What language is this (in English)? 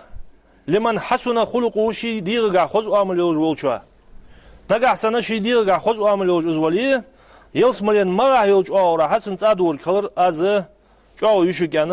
Ingush